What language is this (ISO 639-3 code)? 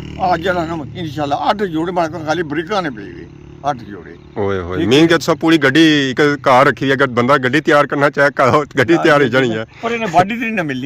phr